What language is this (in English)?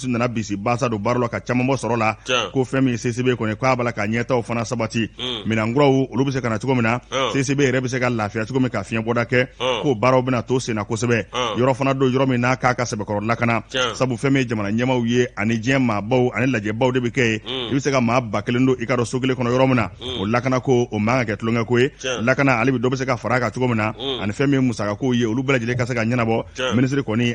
Bambara